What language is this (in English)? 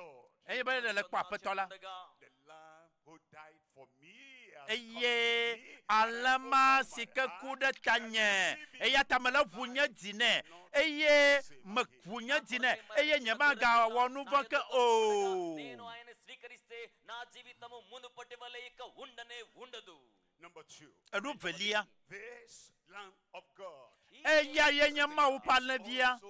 Ewe